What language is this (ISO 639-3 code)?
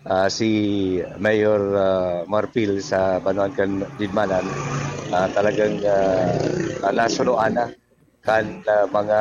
bik